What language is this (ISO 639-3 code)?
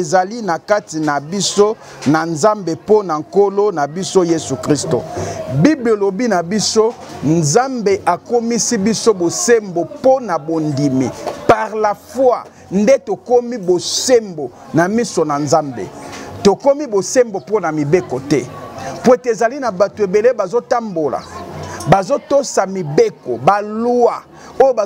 lin